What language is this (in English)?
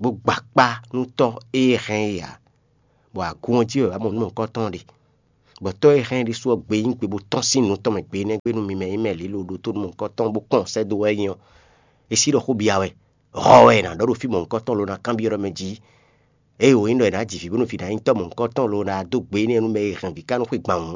Fon